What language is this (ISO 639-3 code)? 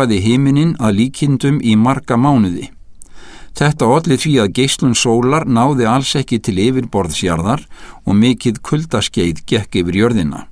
isl